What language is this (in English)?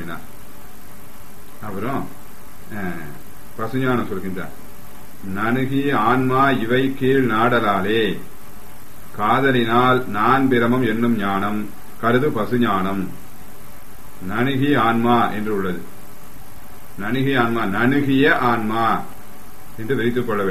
Tamil